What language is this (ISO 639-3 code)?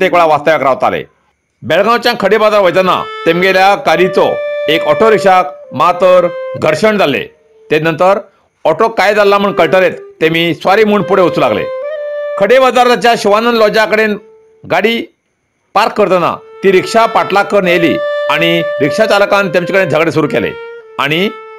kok